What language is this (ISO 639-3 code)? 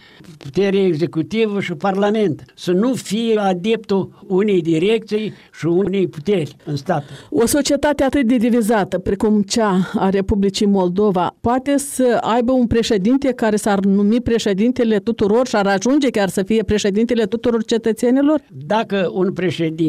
ron